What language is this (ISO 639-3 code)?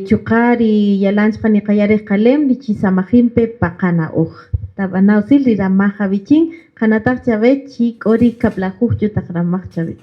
cak